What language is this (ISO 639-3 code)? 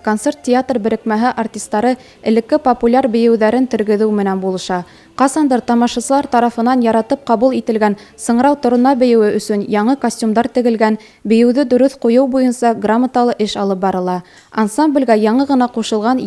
bak